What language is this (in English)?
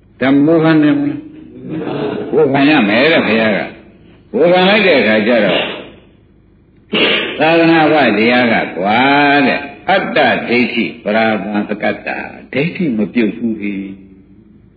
Burmese